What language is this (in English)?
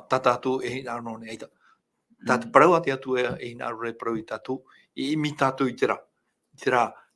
Tahitian